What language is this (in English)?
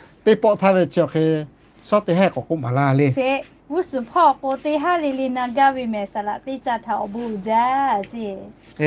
Lahu